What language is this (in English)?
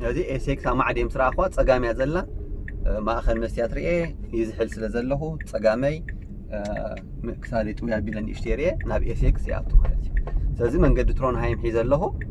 Tigrinya